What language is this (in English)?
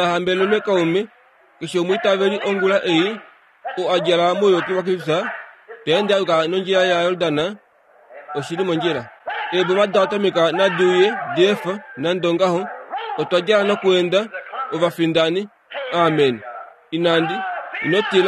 Kuanyama